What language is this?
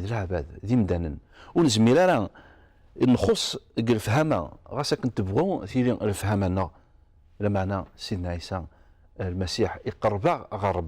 Kabyle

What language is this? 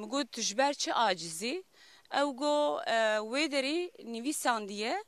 Kurdish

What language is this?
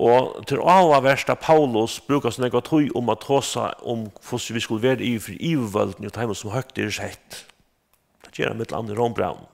Faroese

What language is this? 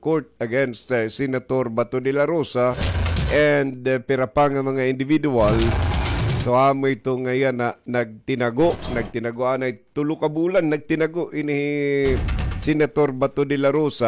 Waray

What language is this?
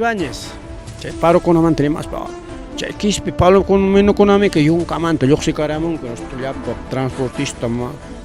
Ayacucho Quechua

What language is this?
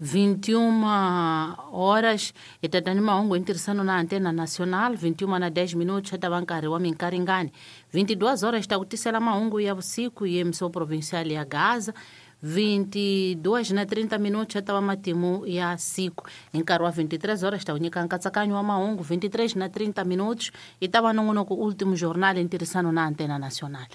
Tsonga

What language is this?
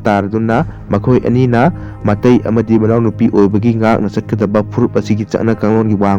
Manipuri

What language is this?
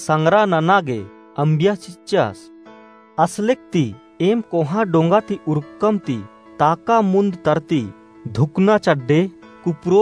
Kurukh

